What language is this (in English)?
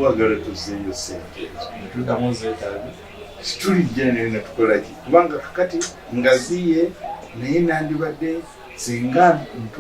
Ganda